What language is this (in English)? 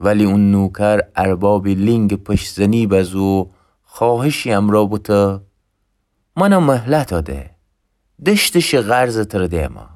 Gilaki